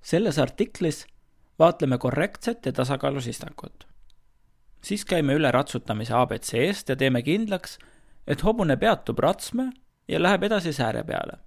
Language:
Estonian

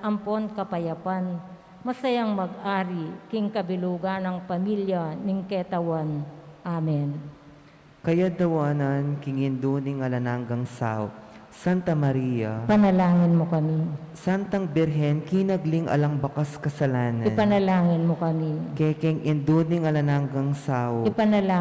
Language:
Pampanga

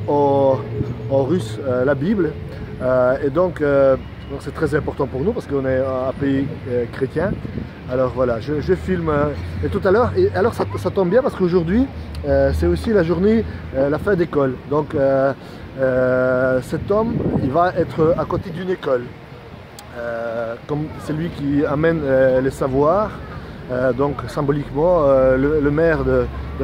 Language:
French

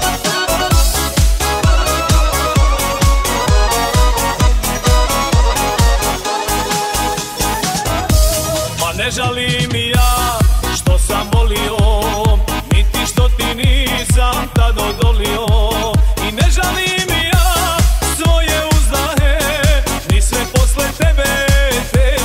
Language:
Croatian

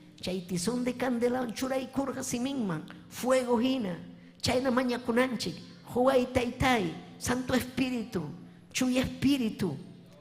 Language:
Ayacucho Quechua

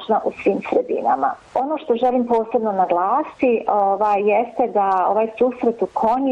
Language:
Bosnian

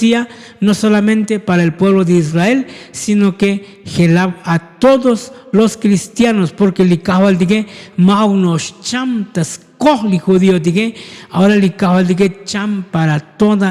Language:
Tzotzil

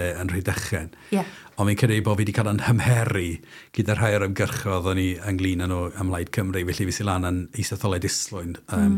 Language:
Welsh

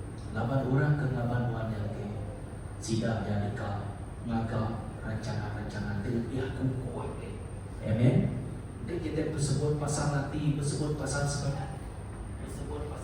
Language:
Iban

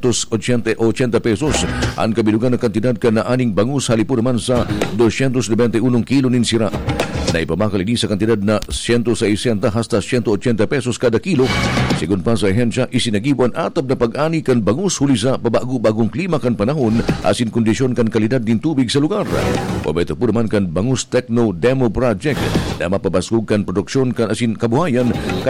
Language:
Bikol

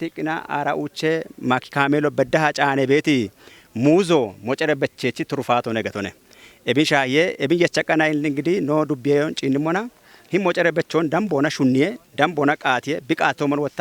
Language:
Kafa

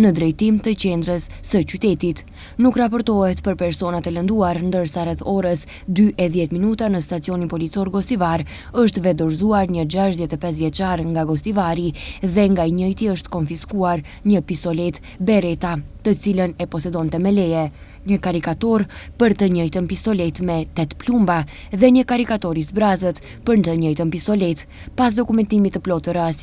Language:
Albanian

